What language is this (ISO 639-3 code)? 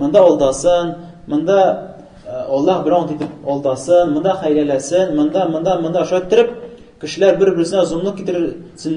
tat